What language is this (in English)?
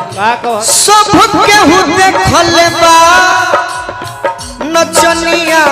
Bhojpuri